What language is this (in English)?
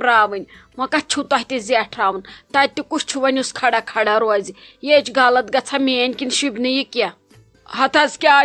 Kashmiri